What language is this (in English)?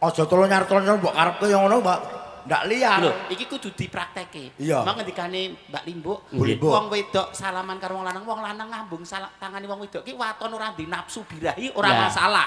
Javanese